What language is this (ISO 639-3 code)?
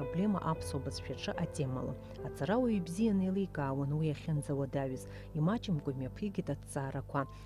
abk